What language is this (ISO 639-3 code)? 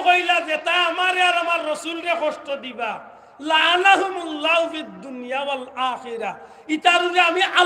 syl